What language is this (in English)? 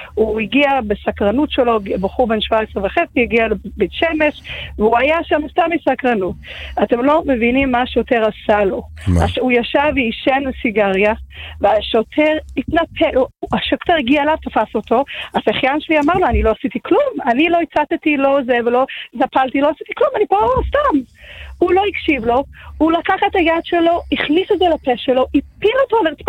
Hebrew